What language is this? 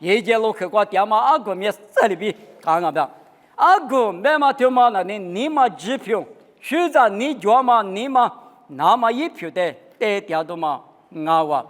Lisu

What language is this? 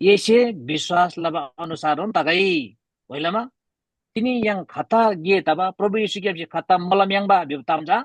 Eastern Tamang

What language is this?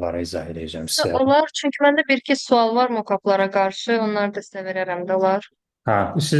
Azerbaijani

